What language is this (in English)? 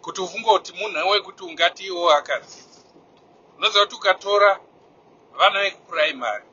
Shona